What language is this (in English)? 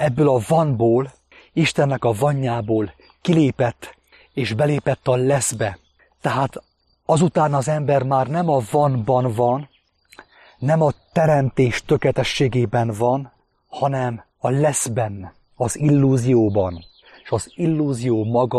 Hungarian